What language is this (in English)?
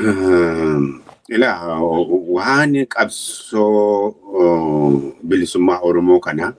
Oromo